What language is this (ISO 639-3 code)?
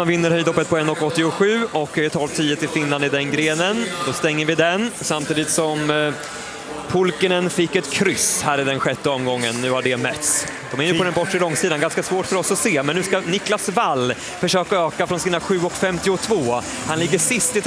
swe